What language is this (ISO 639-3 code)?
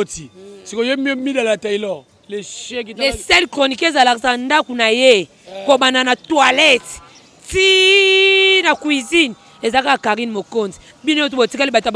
lin